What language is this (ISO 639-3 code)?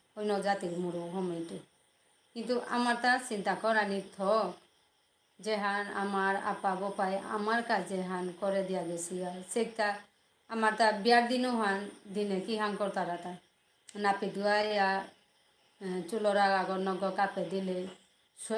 bpy